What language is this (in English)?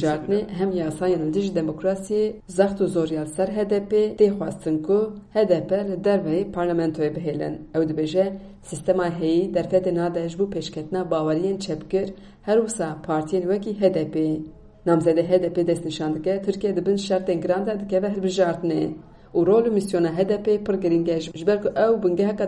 Kurdish